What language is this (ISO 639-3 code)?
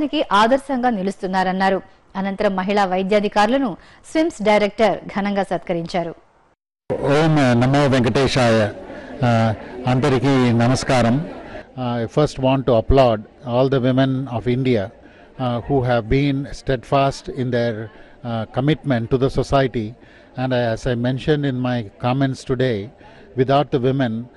tel